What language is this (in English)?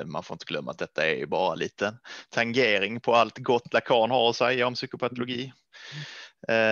Swedish